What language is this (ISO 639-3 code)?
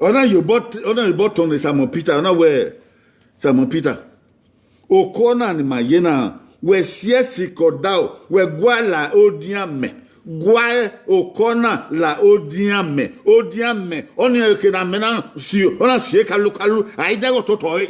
bin